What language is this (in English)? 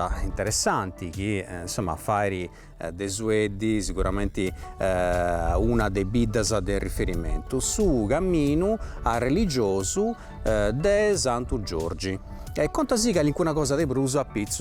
Sardinian